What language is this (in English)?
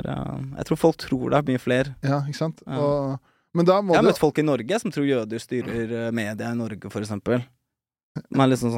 Norwegian